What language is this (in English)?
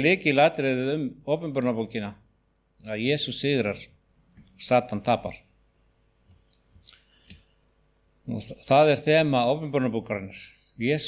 Icelandic